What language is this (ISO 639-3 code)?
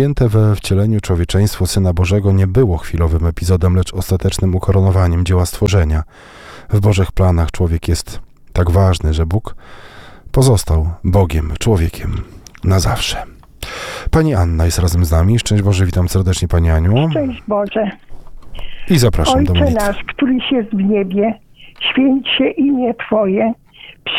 pol